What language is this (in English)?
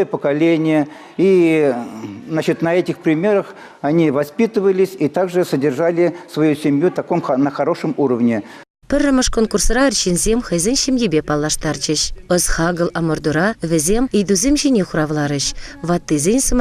Chuvash